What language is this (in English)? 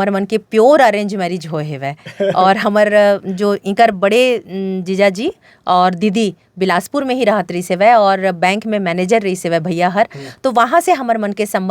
Chhattisgarhi